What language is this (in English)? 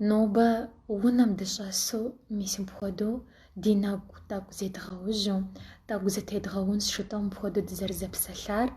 Kabardian